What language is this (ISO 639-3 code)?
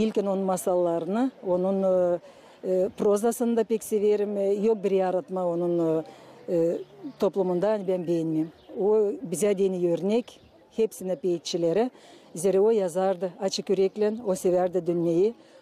gag